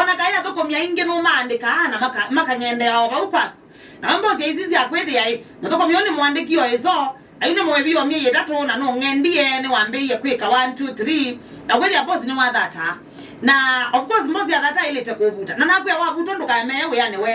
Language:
Kamba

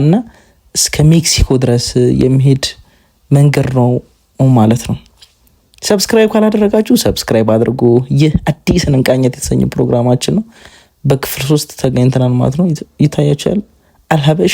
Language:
Amharic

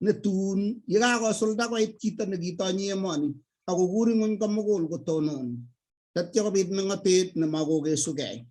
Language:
Kalenjin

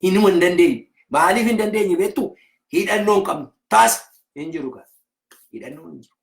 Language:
Oromo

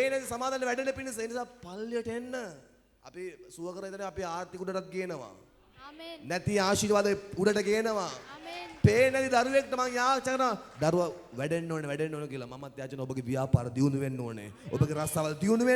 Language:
Sinhala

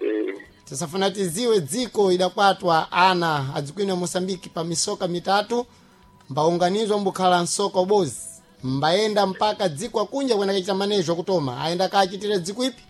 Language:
Sena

